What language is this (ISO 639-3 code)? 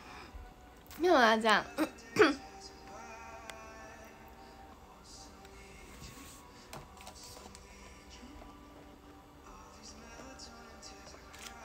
zho